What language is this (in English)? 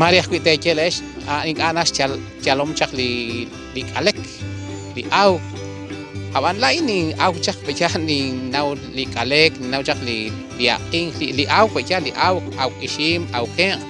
Kekchí